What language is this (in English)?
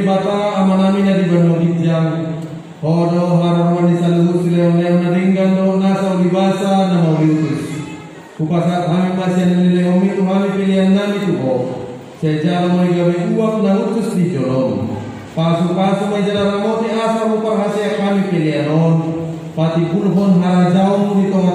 Batak Toba